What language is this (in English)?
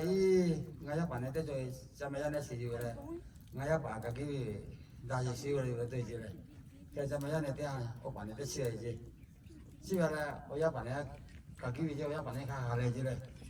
Lahu